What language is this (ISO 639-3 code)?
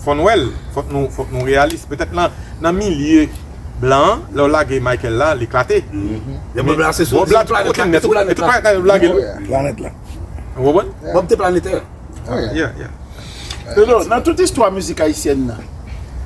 hat